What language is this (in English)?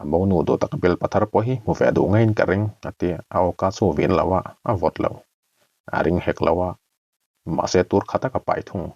Mizo